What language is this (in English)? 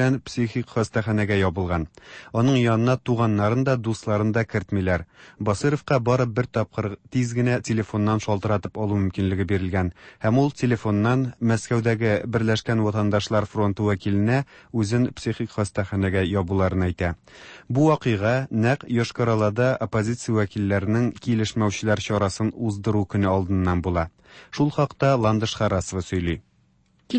Tatar